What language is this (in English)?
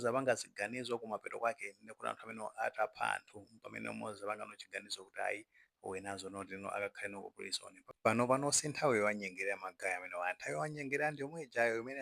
Nyanja